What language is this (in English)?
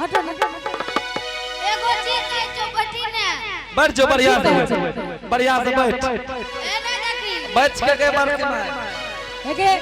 Angika